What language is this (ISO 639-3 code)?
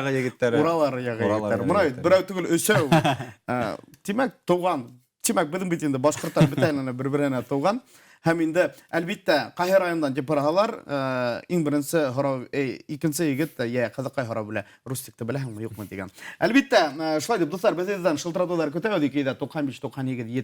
bak